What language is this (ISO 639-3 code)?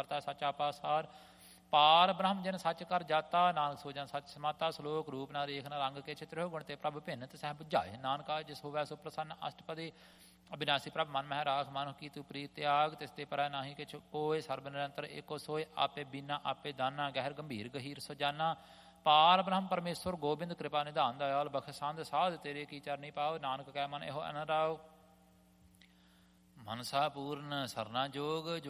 pan